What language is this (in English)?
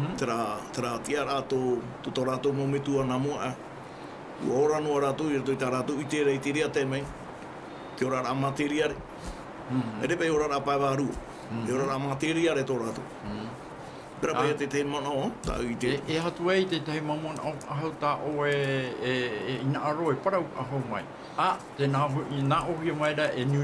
Tahitian